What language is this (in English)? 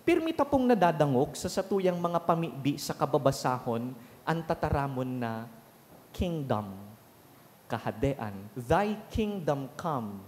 Bikol